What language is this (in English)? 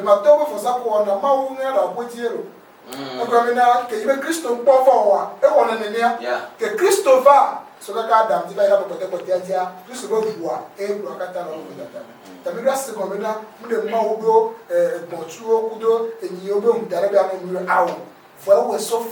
Ewe